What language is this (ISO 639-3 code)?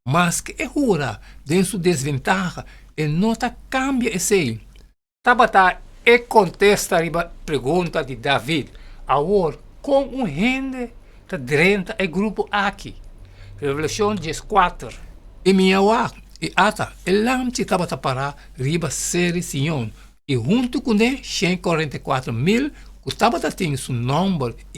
pap